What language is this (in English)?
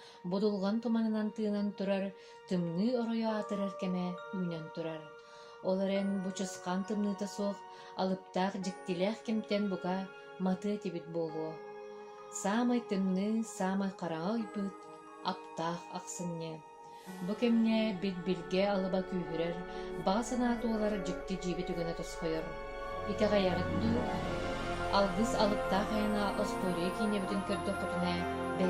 Yakut